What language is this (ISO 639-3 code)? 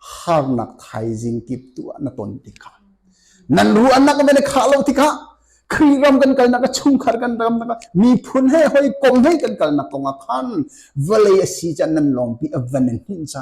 cnh